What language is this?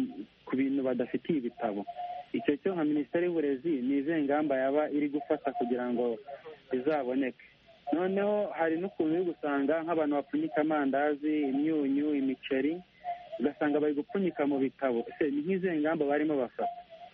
Kinyarwanda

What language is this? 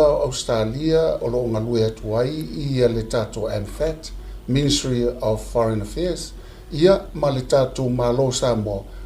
Samoan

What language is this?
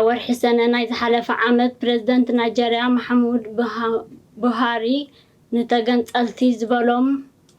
Tigrinya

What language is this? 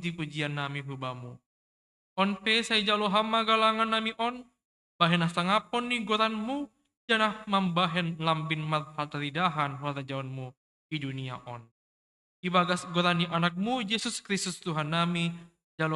Batak Simalungun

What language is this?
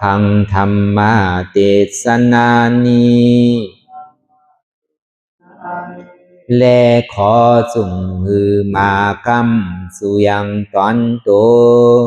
Shan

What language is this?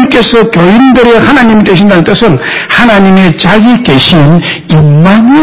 Korean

